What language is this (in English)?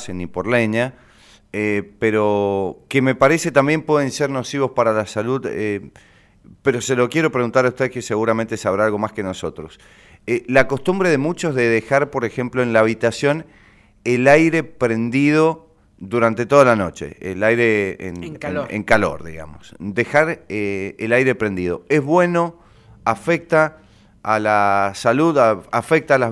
Spanish